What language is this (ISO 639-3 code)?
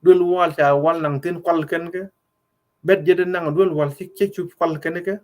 nus